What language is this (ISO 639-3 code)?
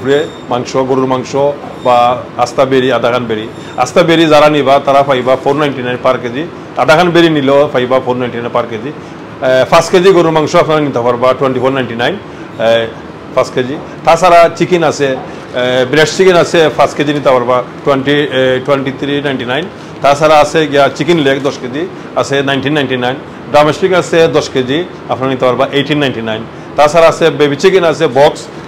syl